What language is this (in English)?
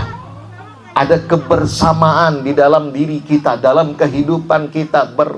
Banjar